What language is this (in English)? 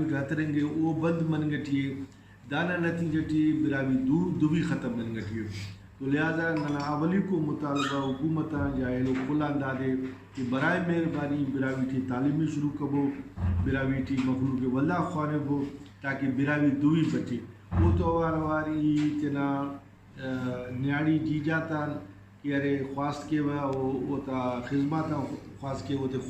Brahui